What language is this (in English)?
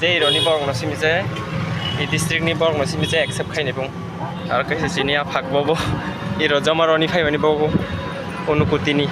Kok Borok